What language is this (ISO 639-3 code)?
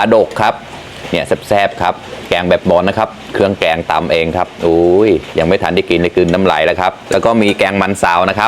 mnw